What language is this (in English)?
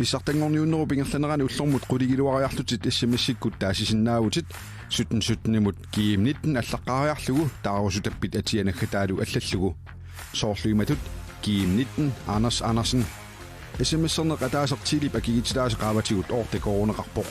Kalaallisut